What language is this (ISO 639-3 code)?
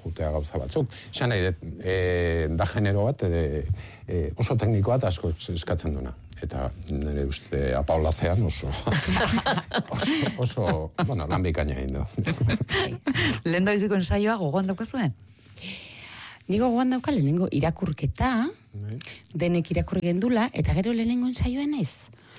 eus